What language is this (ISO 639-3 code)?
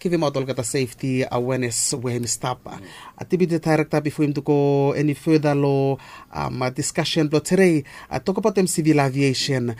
bis